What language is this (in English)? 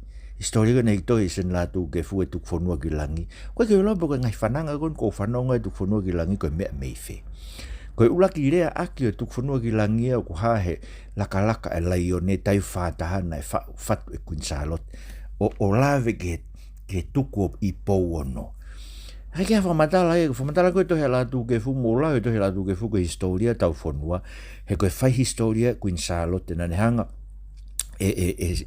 Tongan